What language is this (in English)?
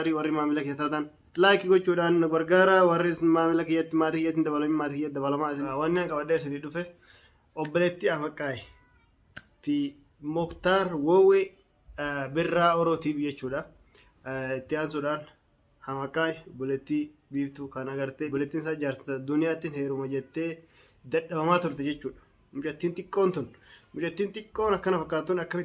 Oromo